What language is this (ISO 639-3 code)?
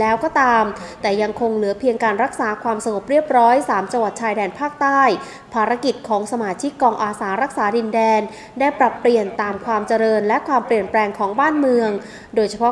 tha